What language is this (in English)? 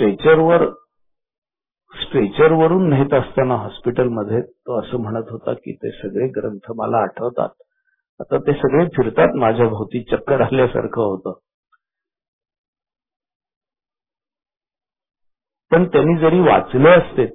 Marathi